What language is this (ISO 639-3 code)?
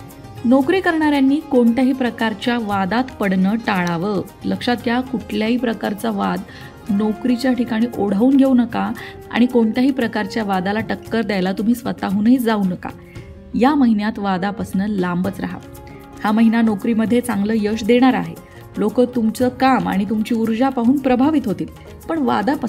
mar